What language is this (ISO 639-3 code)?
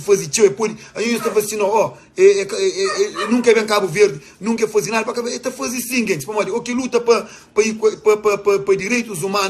kea